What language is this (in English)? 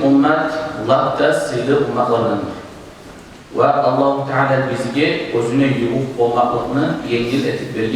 Kumyk